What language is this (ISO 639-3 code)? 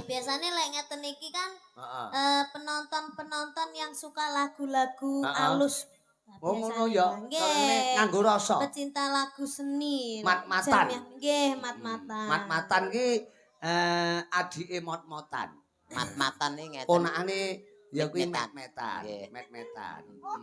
jav